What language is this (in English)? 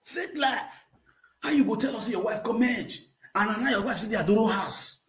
Nigerian Pidgin